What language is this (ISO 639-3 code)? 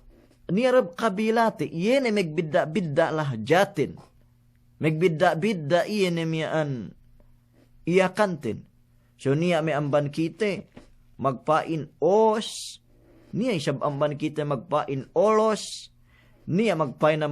yka